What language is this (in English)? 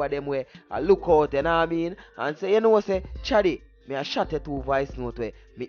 Jamaican Creole English